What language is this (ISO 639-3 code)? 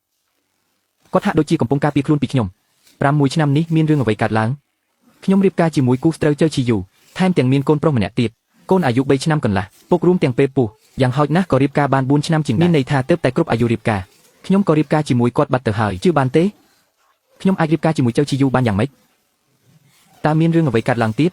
khm